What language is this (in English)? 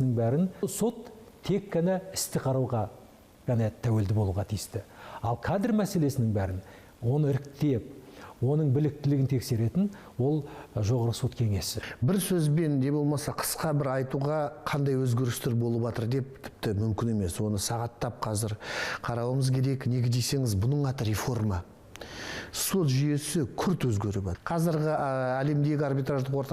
Kazakh